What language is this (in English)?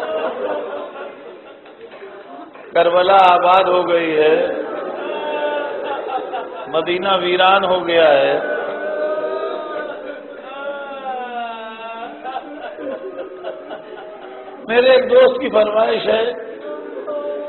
Urdu